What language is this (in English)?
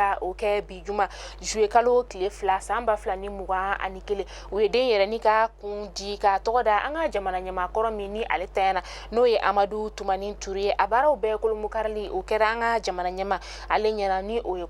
Bambara